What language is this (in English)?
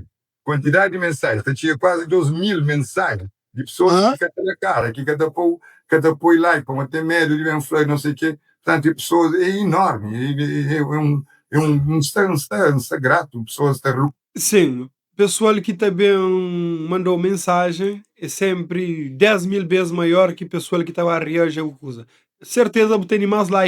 Kabuverdianu